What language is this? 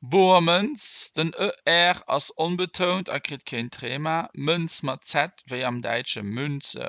Luxembourgish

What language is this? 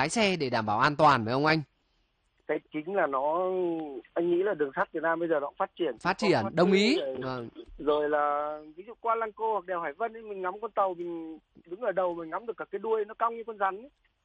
Vietnamese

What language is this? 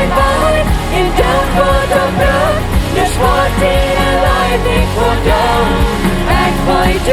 Plautdietsch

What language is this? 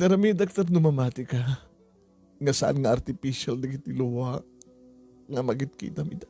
Iloko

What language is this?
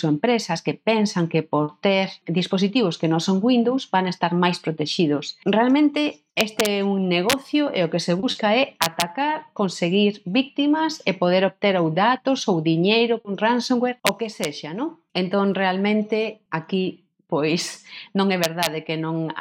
Galician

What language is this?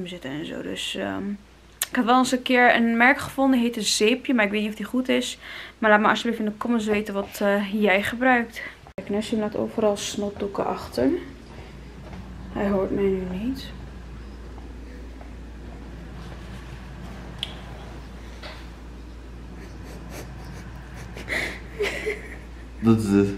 Dutch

